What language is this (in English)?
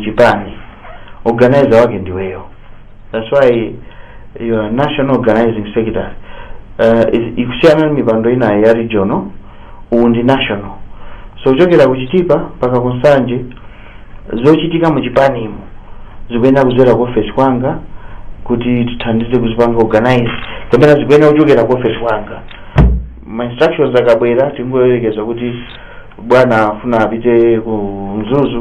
Nyanja